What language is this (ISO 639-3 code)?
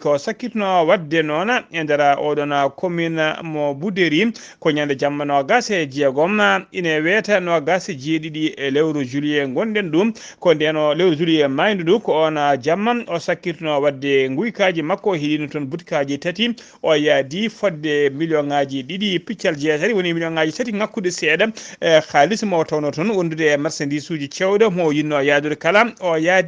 ful